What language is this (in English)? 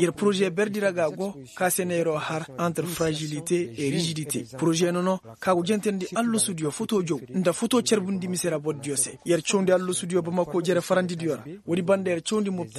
Koyraboro Senni